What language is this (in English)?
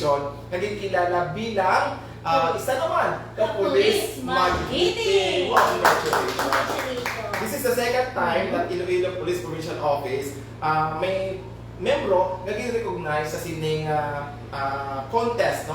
Hiligaynon